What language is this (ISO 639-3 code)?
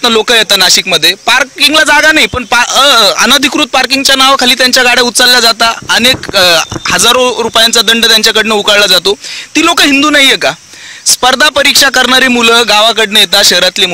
mar